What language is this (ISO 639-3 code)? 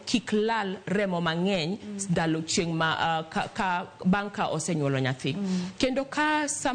luo